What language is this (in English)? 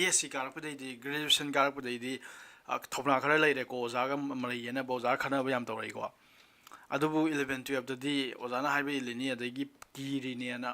Manipuri